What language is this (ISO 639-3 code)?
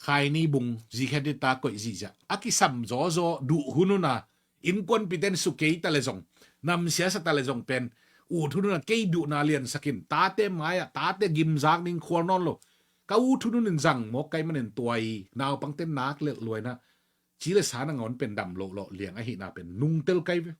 ctd